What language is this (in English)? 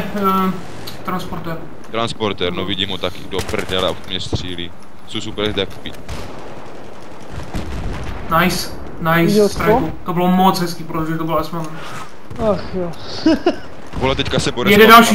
Czech